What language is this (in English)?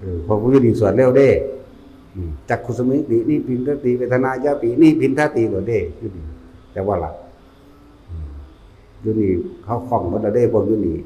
Northeastern Thai